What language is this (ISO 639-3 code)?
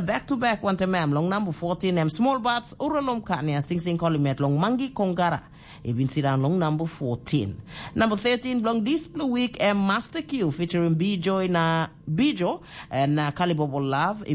tpi